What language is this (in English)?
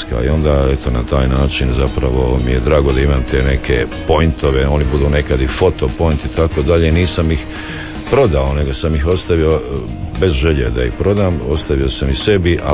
Croatian